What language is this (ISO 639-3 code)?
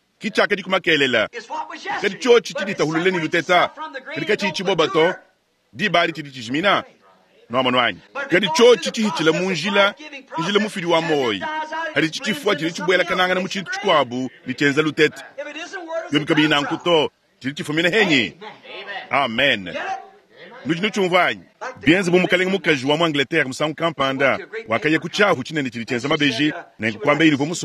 lua